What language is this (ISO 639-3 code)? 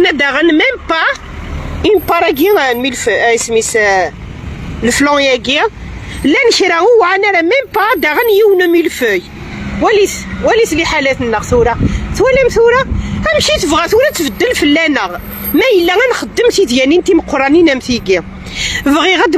kab